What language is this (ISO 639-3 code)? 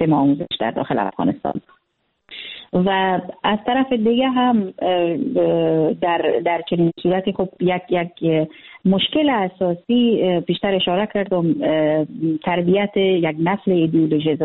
fas